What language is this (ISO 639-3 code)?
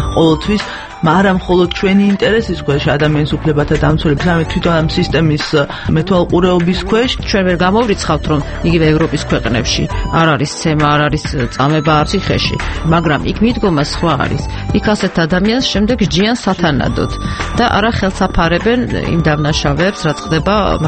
kat